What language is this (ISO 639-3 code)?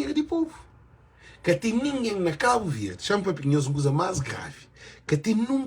kea